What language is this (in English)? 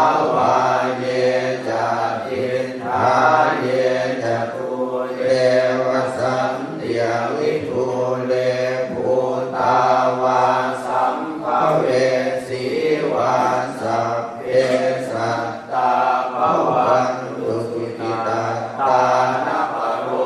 Pali